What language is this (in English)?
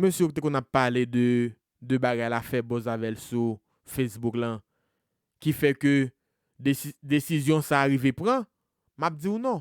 Haitian Creole